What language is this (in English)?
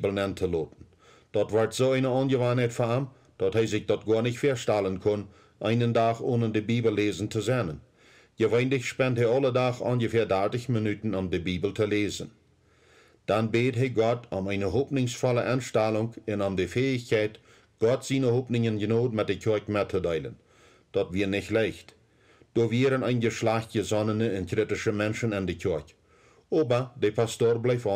Plautdietsch